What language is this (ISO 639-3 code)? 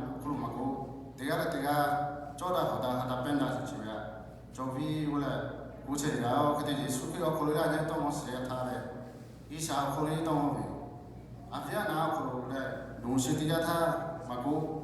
lhu